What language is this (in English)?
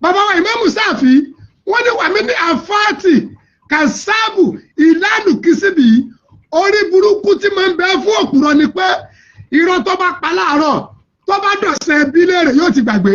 Yoruba